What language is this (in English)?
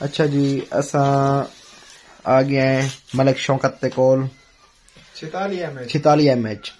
Saraiki